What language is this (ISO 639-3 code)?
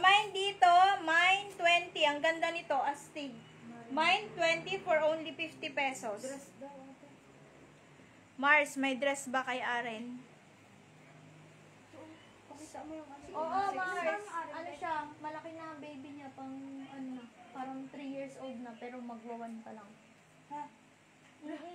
fil